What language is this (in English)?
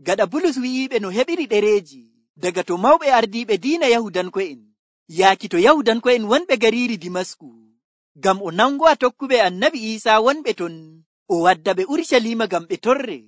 Nigerian Fulfulde